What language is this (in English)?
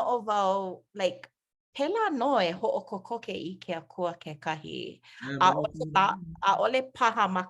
Hawaiian